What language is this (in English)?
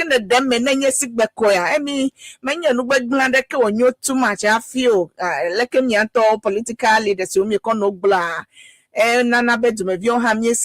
Ewe